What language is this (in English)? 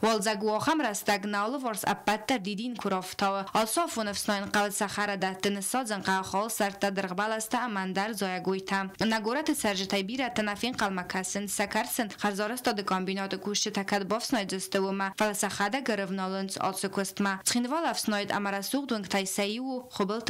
Ossetic